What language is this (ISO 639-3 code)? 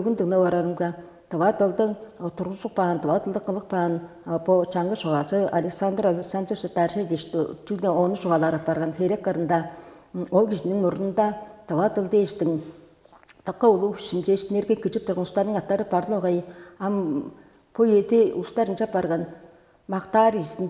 tyv